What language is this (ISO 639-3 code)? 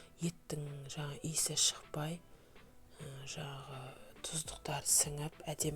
kaz